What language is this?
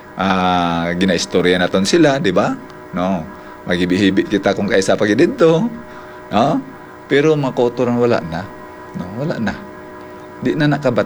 Hiligaynon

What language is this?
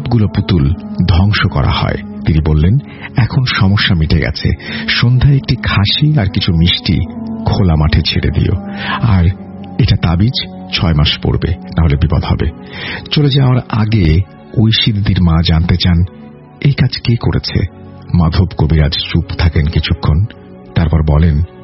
Bangla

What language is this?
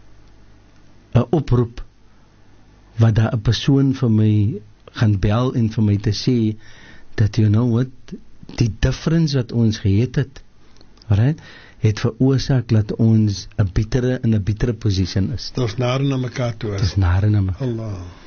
Afrikaans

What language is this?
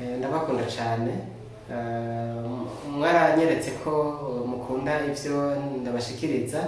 Rundi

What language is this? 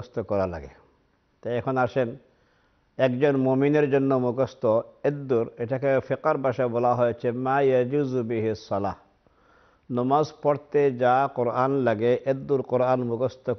Bangla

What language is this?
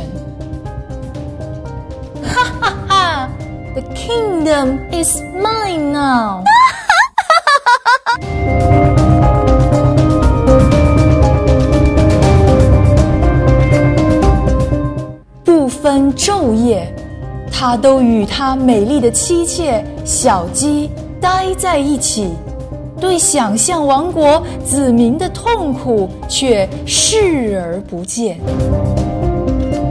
Chinese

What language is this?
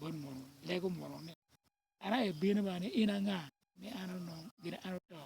Acoli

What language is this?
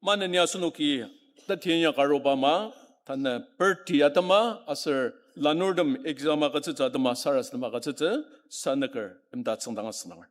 Ao Naga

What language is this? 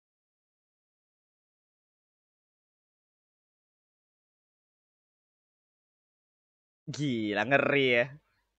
Indonesian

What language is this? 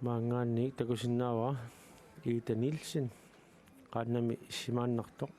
Kalaallisut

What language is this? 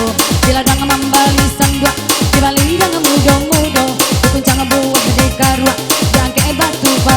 Minangkabau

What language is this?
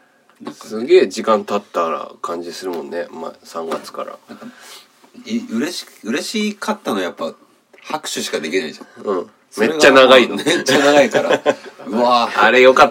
Japanese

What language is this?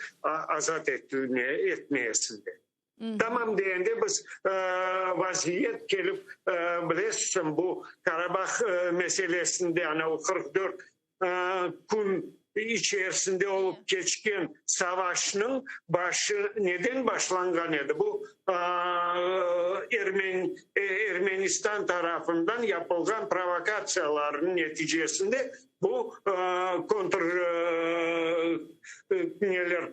Crimean Tatar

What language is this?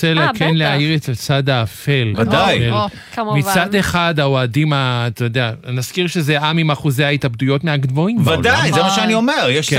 Hebrew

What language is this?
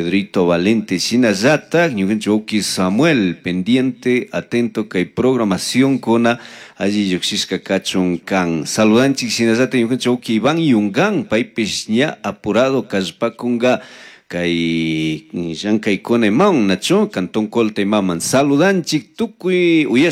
Chimborazo Highland Quichua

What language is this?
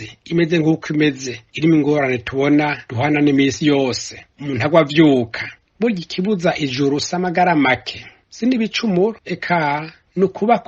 Rundi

